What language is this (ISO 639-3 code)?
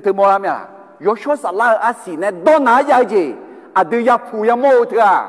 ahk